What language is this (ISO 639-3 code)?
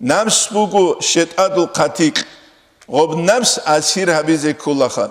ava